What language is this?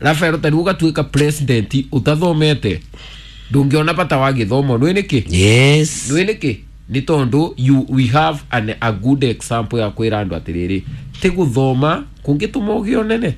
Kikuyu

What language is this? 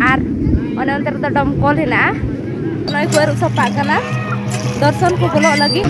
Santali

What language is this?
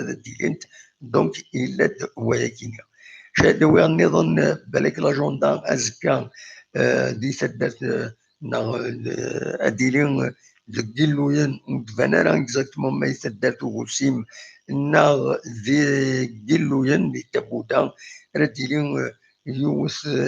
Kabyle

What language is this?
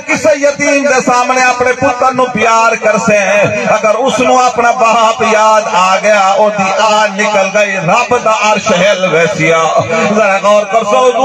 Saraiki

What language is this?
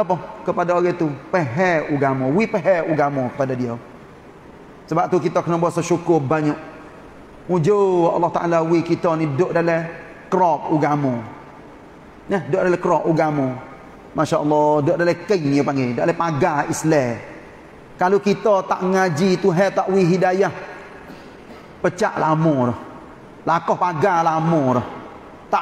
Malay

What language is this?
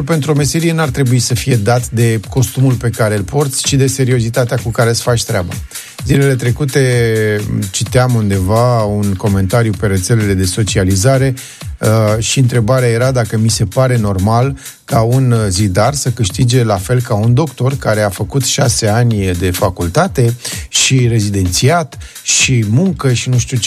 Romanian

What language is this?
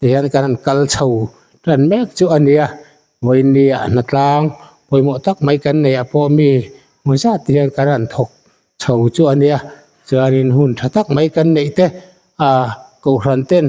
Mizo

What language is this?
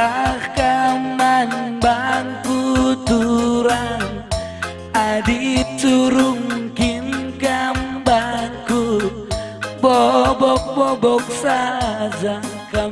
Batak Karo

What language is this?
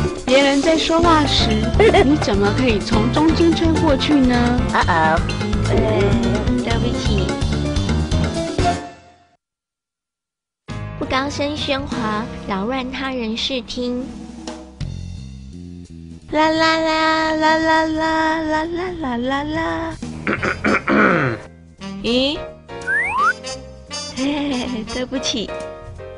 Chinese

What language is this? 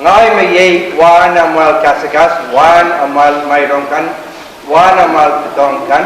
Pohnpeian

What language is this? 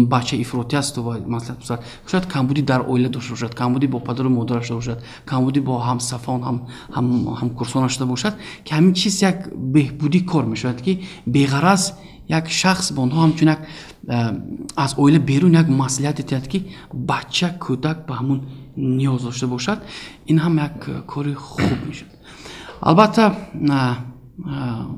Tajik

